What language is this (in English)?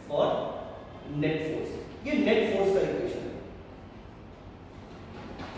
Hindi